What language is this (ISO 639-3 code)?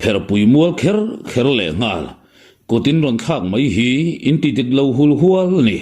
lus